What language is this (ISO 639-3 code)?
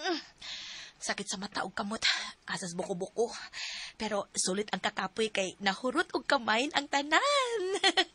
ceb